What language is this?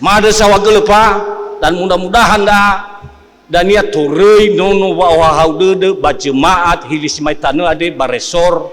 Nias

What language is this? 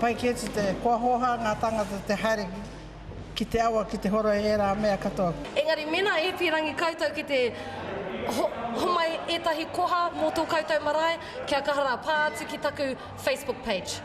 Māori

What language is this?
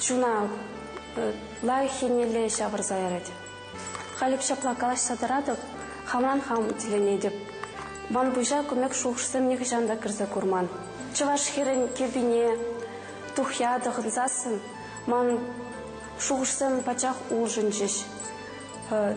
Chuvash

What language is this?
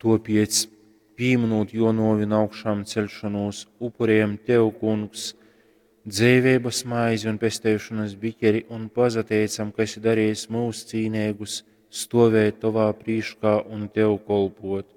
Latgalian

